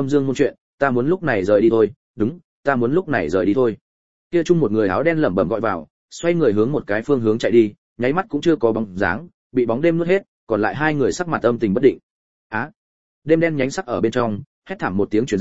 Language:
Vietnamese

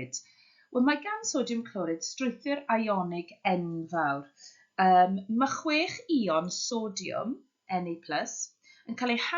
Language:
Welsh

